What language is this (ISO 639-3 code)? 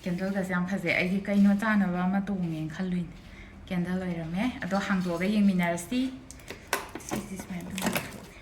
mni